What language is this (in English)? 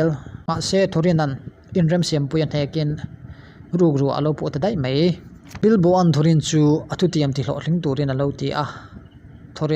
Mizo